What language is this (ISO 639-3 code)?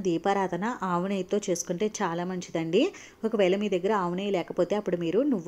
tel